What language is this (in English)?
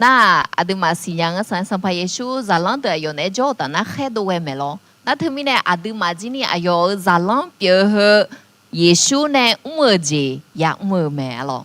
Akha